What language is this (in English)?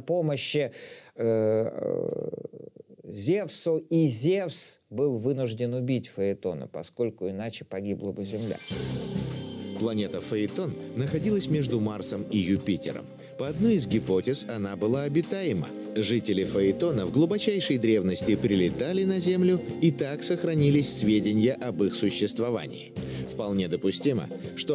Russian